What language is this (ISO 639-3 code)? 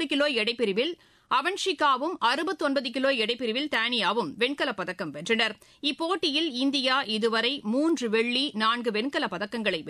tam